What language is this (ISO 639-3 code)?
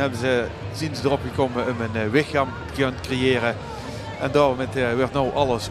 lim